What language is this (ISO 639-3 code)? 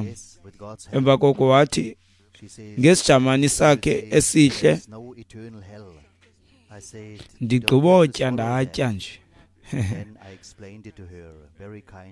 xho